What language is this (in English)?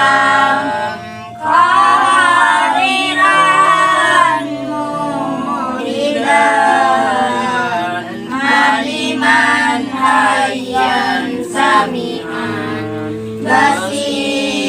Madurese